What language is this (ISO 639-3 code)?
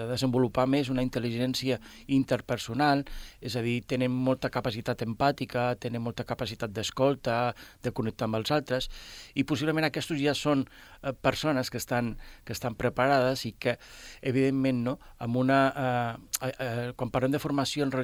cat